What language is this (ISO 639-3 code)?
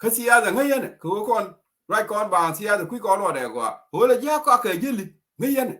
nus